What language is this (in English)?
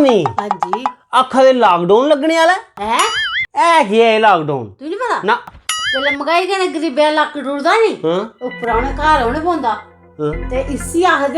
Dogri